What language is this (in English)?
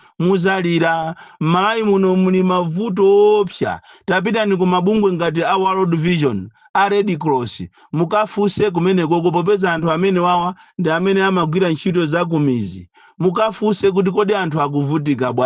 Nyanja